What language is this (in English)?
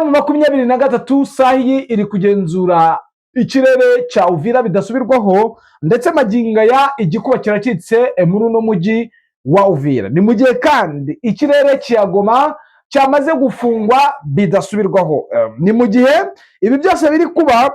Kinyarwanda